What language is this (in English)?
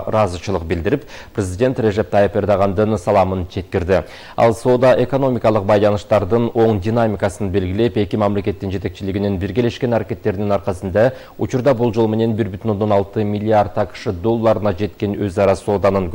Kyrgyz